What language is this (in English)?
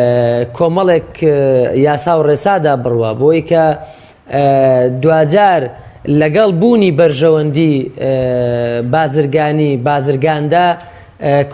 Central Kurdish